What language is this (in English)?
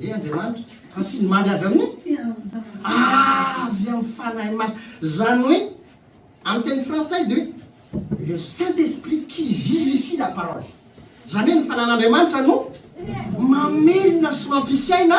Malagasy